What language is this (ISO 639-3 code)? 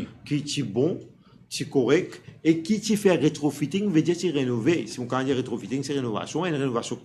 mfe